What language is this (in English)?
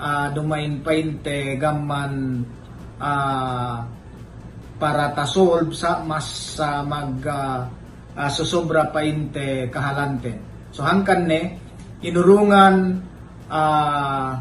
Yakan